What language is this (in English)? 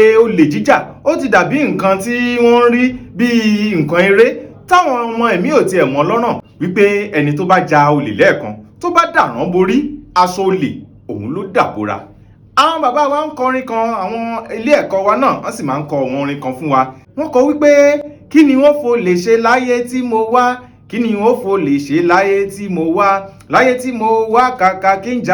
Yoruba